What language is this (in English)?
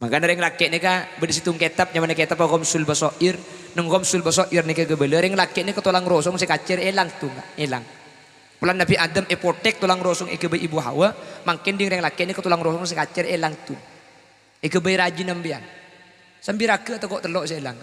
Madurese